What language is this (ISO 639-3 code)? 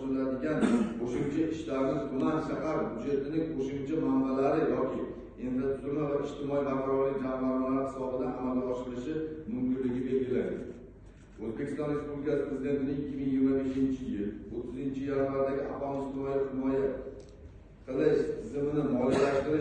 uzb